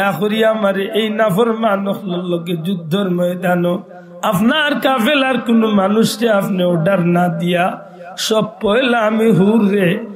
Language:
Sylheti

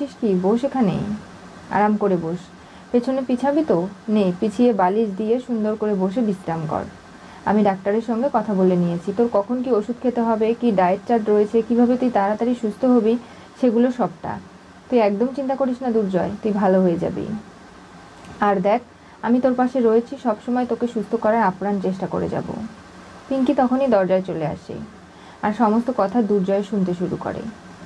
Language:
Bangla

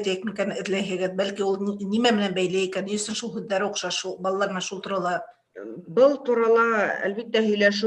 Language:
Bashkir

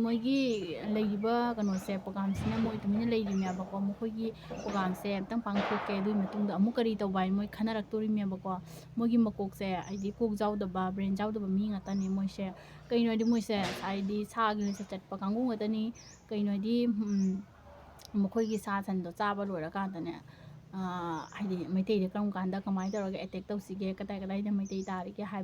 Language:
Manipuri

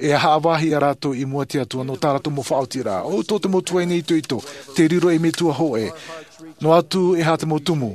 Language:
Tahitian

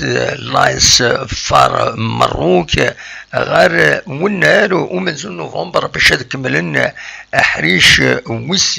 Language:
Kabyle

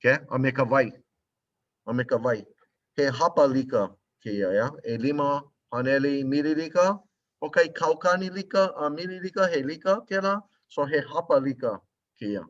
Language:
Hawaiian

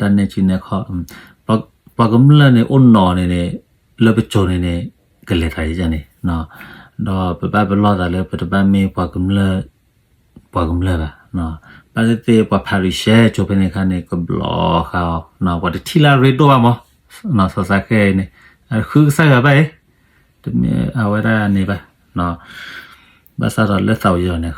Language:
S'gaw Karen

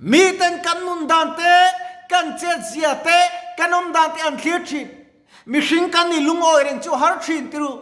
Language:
Mizo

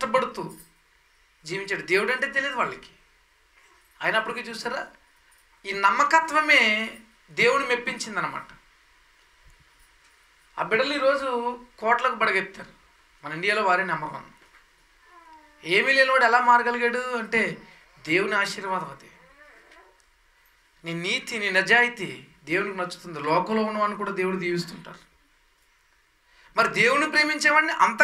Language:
Telugu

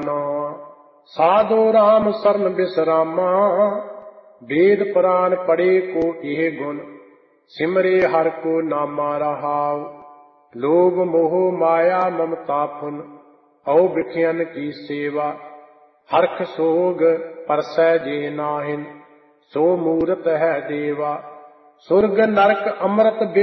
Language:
Punjabi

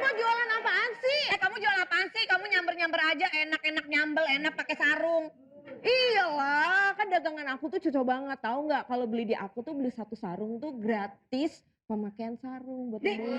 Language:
Betawi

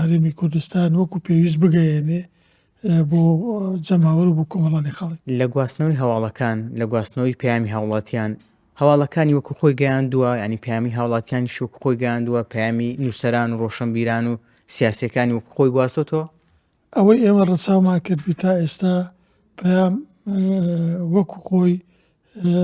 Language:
Central Kurdish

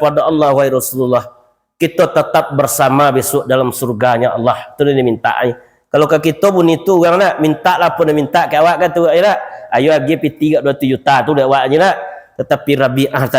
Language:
Minangkabau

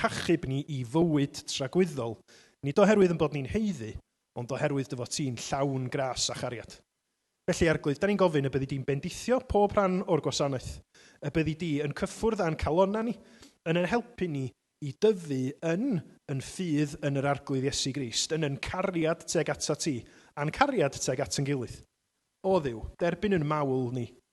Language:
Welsh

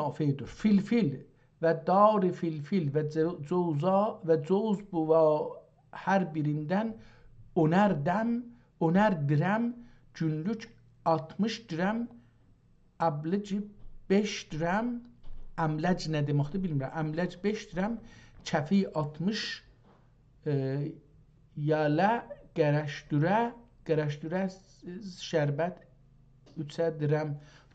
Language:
South Azerbaijani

